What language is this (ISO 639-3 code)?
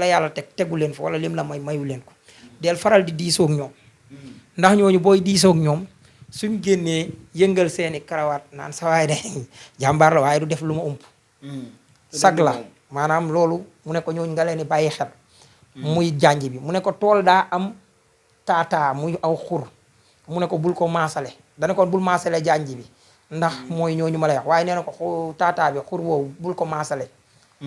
wol